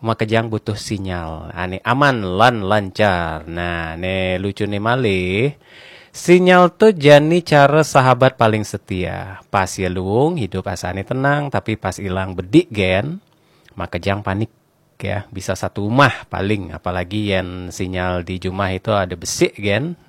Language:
Balinese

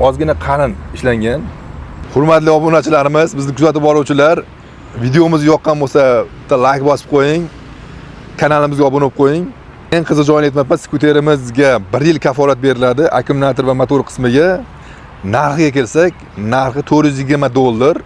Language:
Uzbek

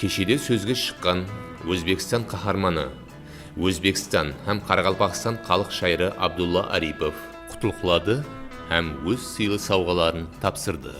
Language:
Kara-Kalpak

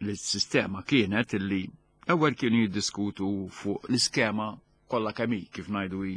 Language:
Maltese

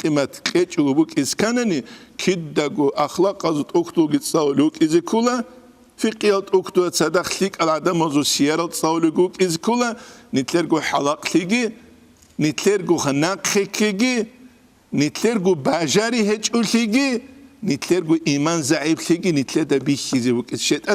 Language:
Avaric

